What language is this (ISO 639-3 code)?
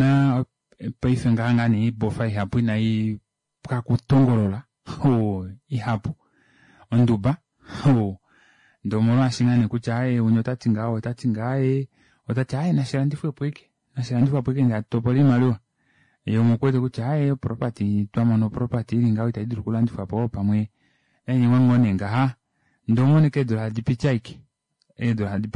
kua